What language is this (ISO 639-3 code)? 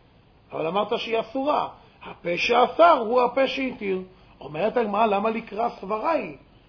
heb